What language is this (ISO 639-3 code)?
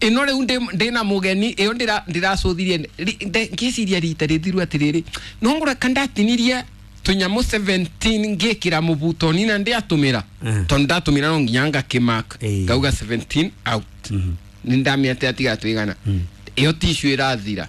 kik